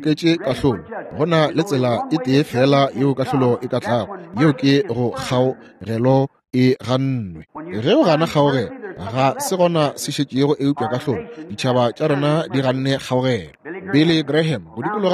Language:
Northern Sotho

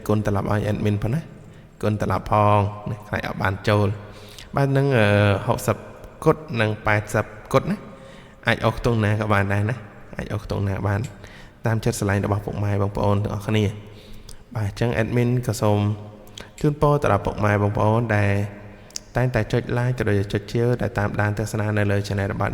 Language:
Khmer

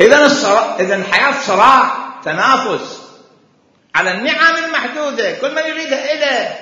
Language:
Mesopotamian Arabic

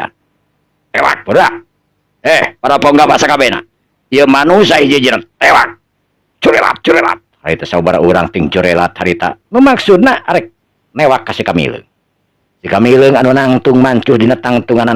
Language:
Sundanese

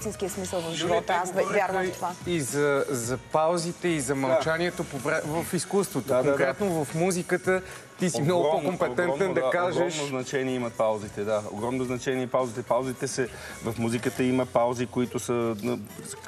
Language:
Bulgarian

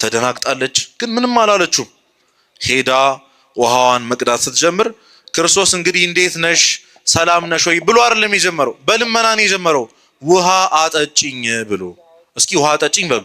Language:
Amharic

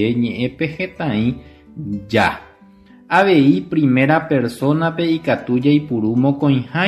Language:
Guarani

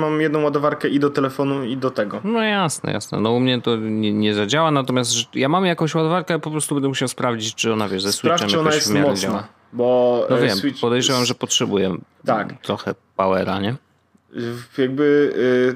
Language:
Polish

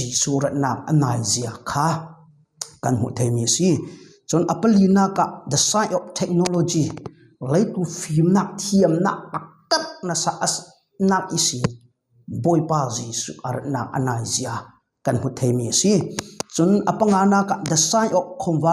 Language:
Falam Chin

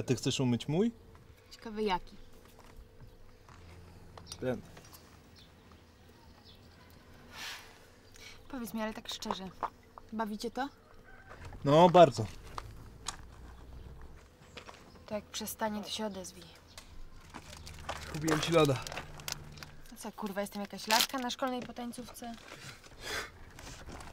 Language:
Polish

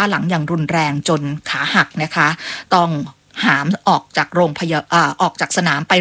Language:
Thai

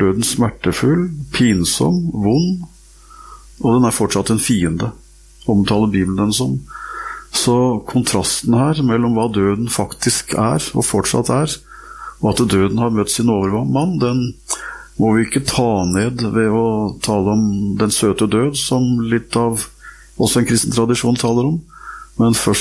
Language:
Norwegian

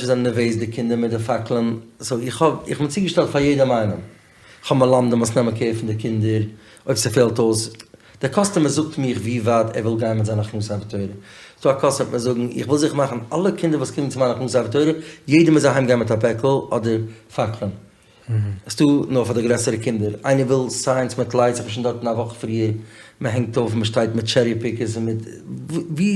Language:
Yiddish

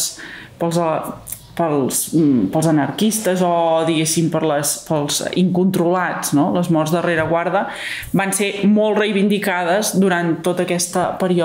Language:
Catalan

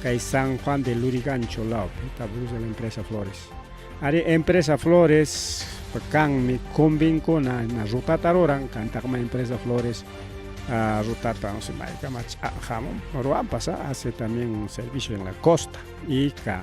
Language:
Ayacucho Quechua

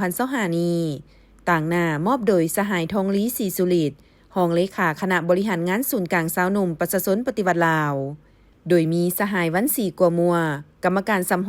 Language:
Lao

